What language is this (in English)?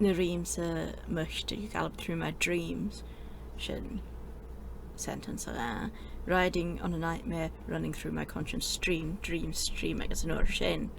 Scottish Gaelic